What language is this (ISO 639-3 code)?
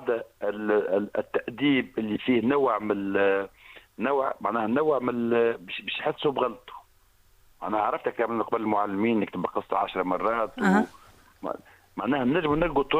aeb